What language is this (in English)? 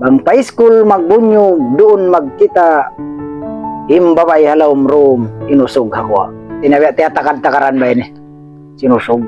Tausug